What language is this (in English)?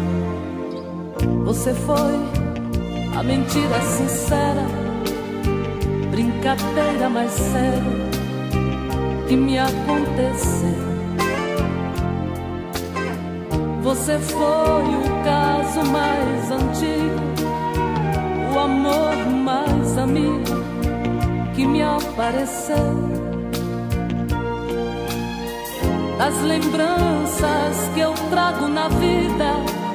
Portuguese